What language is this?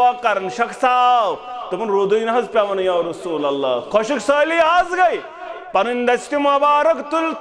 Kashmiri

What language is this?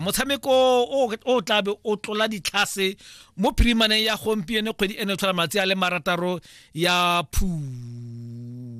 Tswana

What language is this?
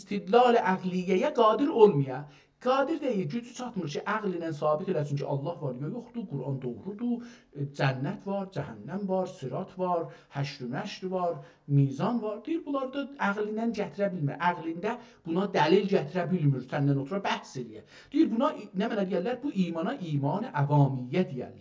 South Azerbaijani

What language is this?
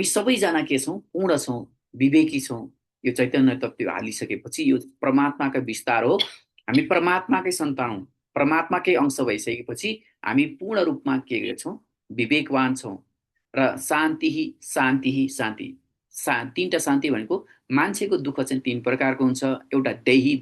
Nepali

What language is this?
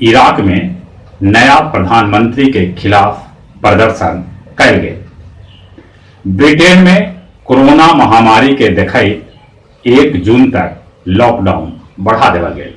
Magahi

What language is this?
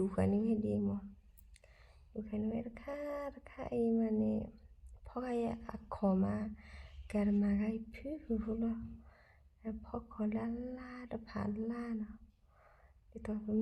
S'gaw Karen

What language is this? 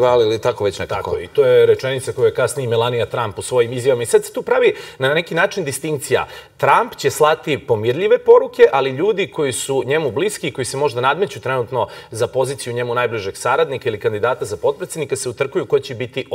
Serbian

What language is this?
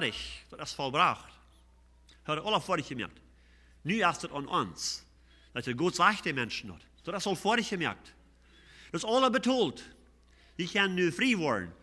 Plautdietsch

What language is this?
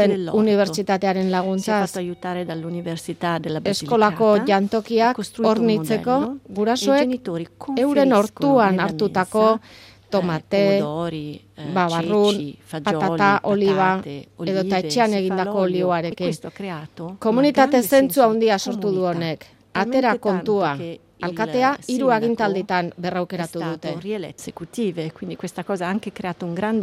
Basque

